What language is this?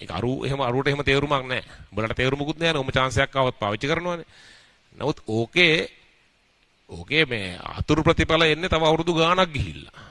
Sinhala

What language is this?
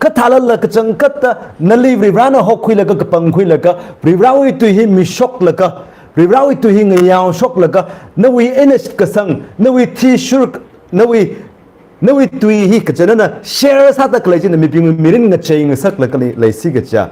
Tangkhul Naga (India)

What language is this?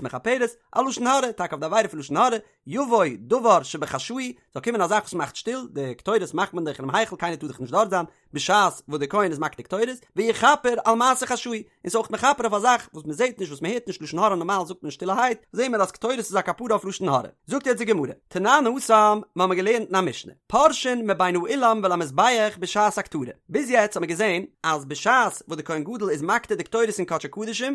Yiddish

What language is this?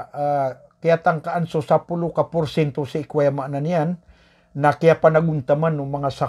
Maranao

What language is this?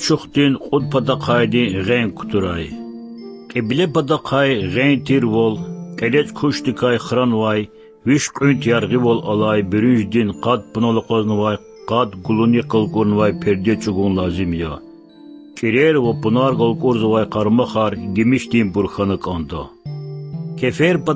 Lezghian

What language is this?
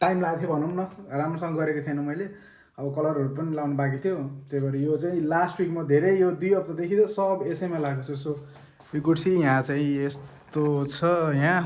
Nepali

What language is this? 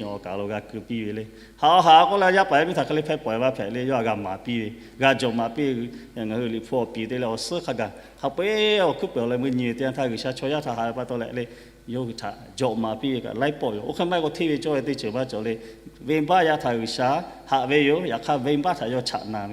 Lahu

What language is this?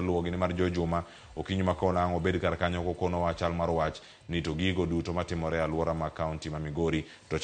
Luo (Kenya and Tanzania)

